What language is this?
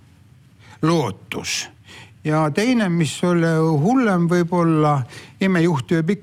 Estonian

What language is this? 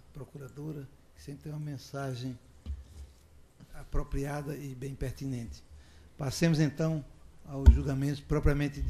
Portuguese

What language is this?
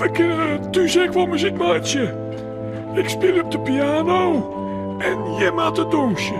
Western Frisian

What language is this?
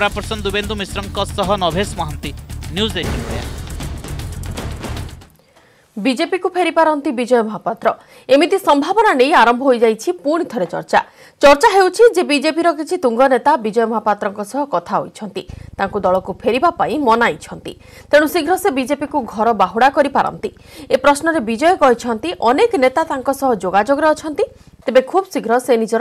Odia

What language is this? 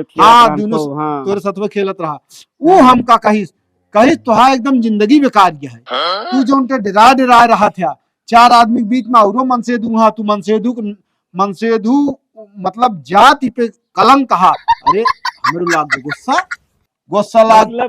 Awadhi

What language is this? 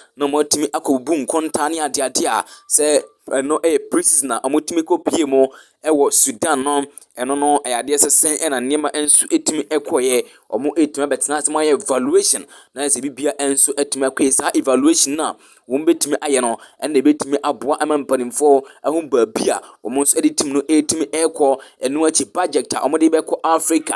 Akan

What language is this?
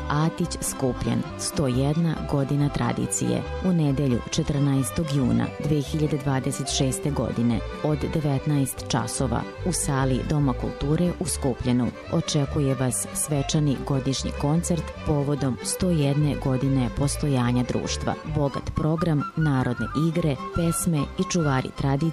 Serbian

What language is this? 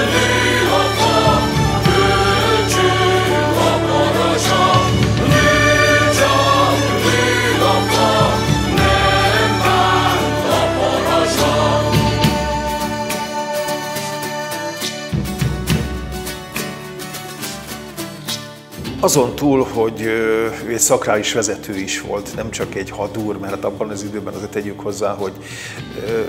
Hungarian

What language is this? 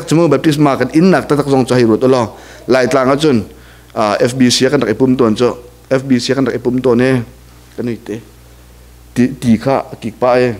Hakha Chin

